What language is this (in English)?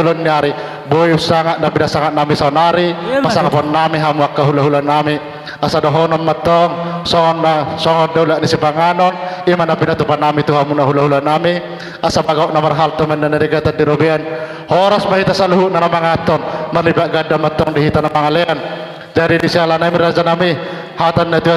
Batak Toba